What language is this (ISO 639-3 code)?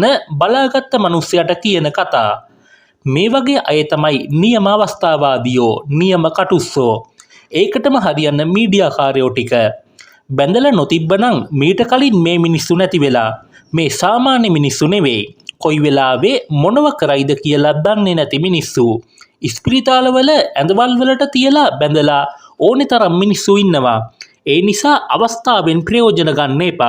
sin